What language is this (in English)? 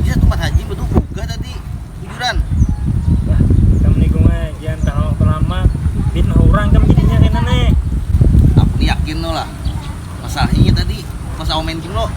Banjar